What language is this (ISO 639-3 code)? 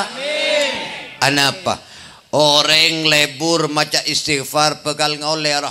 mad